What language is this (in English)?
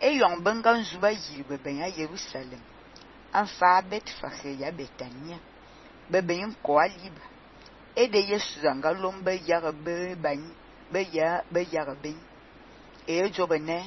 Fang